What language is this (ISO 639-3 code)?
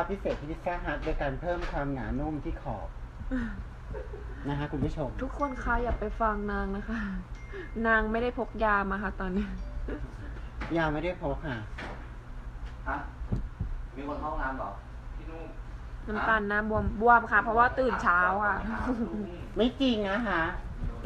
tha